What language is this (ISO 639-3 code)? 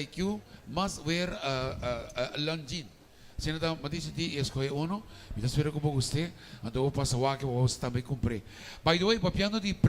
pap